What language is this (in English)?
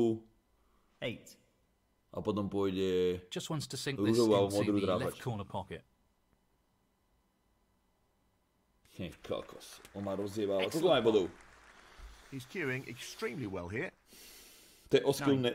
Slovak